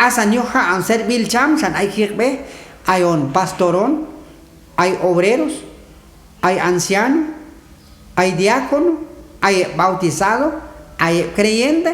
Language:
Q'anjob'al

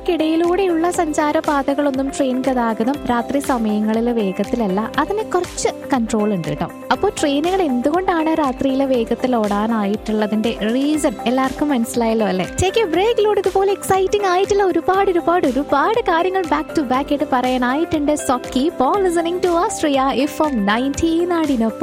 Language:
Malayalam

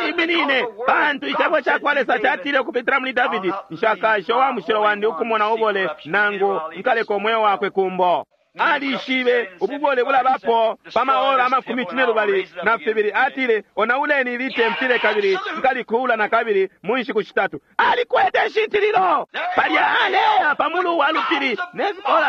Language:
Bemba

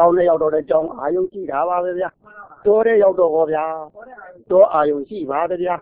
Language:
Burmese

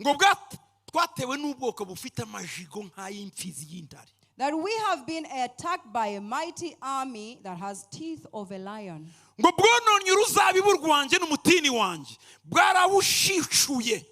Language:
Kinyarwanda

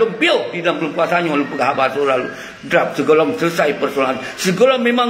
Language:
Achinese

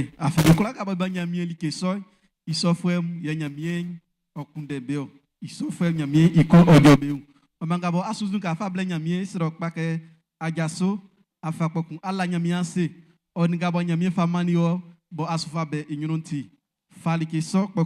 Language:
Baoulé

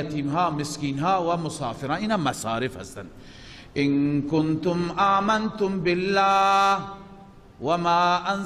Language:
Persian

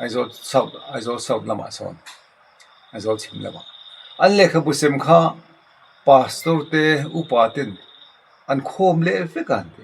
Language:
Mizo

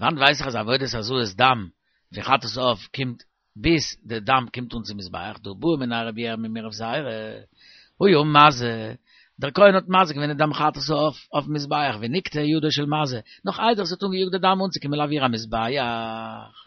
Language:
Yiddish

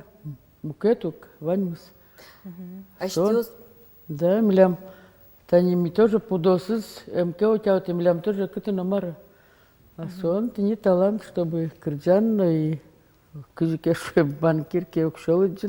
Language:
Udmurt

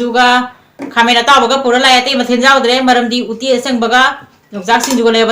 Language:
Manipuri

